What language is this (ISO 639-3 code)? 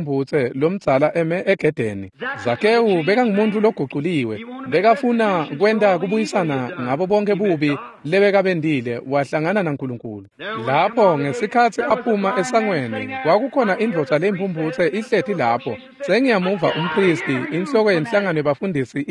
ssw